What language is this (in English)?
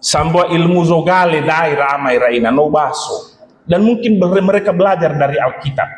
Nias